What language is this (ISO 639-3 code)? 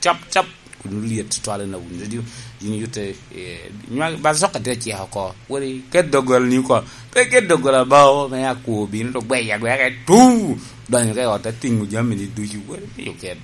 laj